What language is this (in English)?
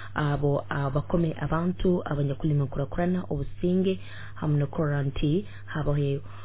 Nyoro